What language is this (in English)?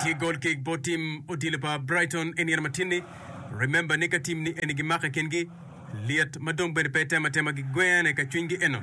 Acoli